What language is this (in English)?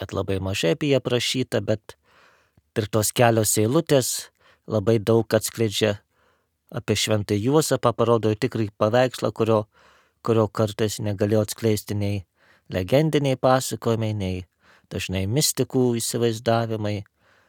Lithuanian